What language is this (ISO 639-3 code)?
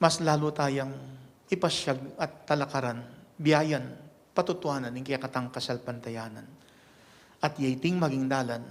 pam